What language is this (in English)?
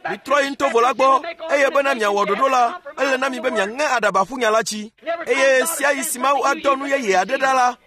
Ewe